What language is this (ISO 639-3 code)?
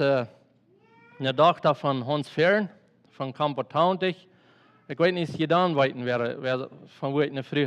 pdt